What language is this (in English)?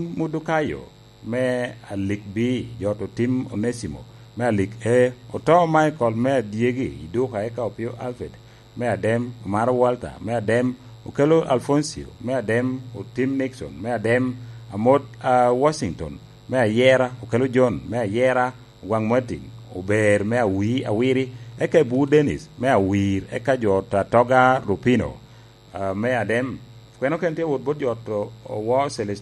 Lango (Uganda)